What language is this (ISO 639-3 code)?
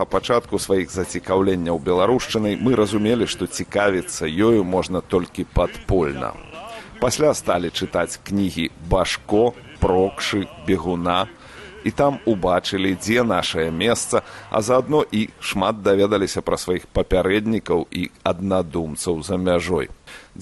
bel